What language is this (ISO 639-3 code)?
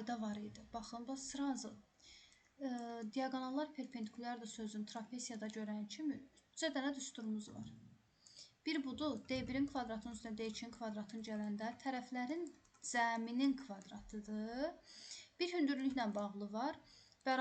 aze